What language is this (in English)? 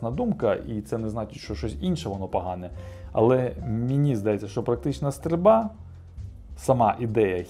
Ukrainian